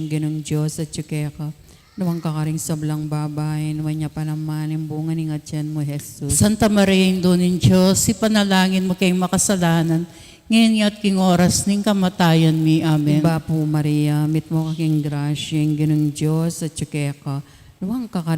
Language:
Pampanga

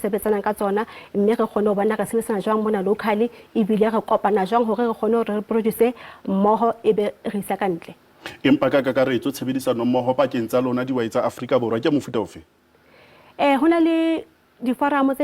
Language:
Southern Sotho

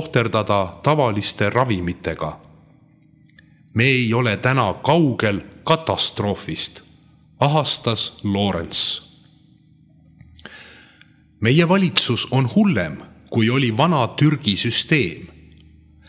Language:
Estonian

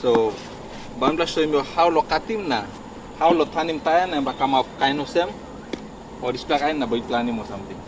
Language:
Tok Pisin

